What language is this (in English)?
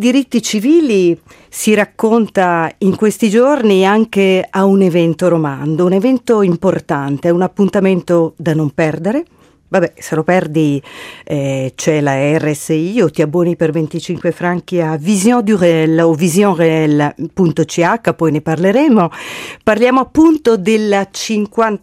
Italian